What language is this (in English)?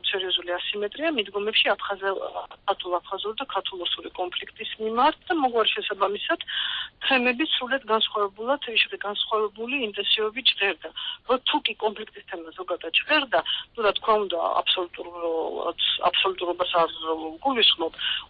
Georgian